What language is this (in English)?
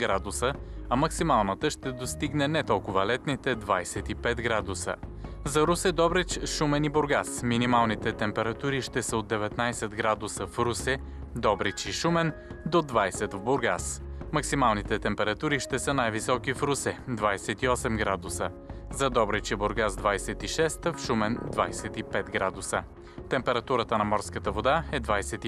Bulgarian